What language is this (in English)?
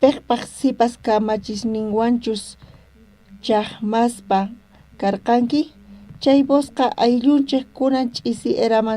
South Bolivian Quechua